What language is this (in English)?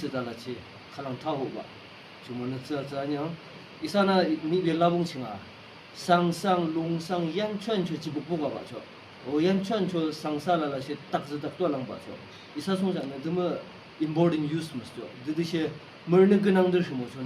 Yimchungru Naga